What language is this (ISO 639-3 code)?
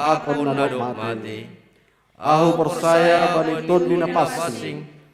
bts